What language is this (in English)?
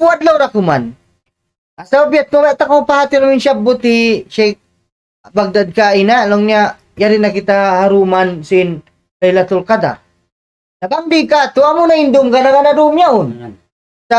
Tausug